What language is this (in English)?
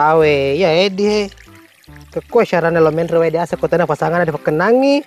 Buginese